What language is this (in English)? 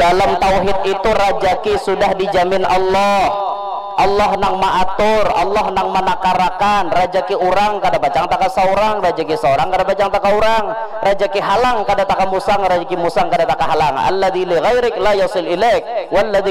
Banjar